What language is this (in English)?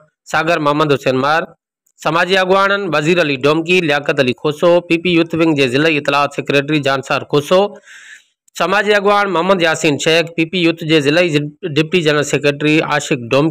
Sindhi